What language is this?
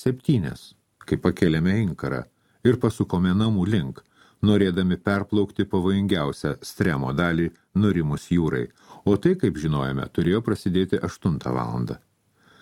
Lithuanian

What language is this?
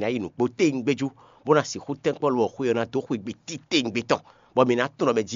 Fon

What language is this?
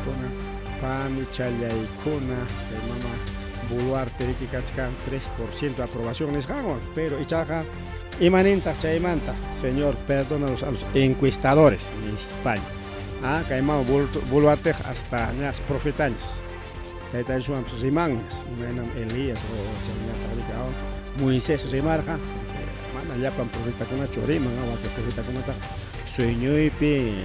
Ayacucho Quechua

